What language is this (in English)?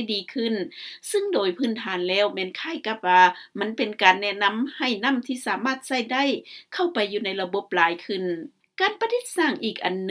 Lao